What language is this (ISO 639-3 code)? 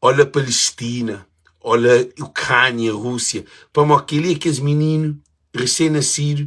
kea